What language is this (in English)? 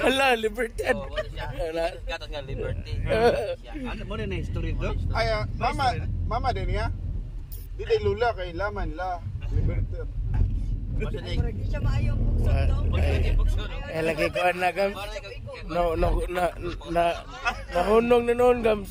Cebuano